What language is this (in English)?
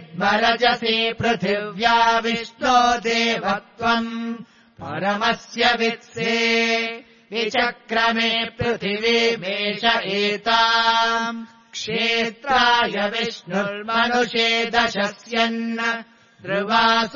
Sanskrit